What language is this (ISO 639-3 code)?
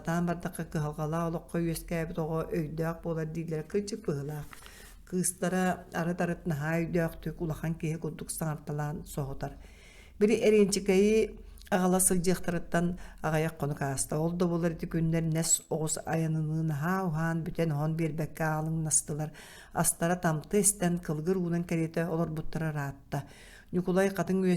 sah